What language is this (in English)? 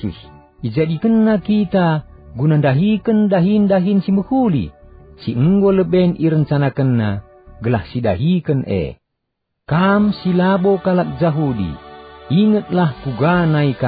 Batak Karo